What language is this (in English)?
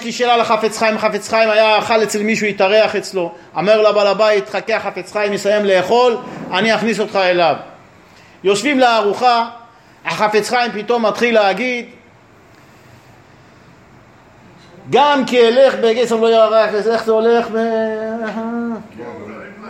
Hebrew